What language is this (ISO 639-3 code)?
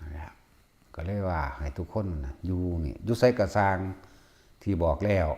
tts